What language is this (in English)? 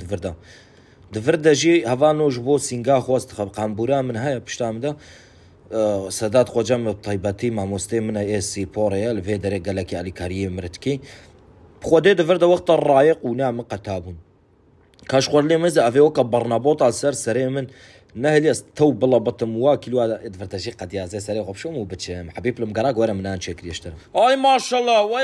Kurdish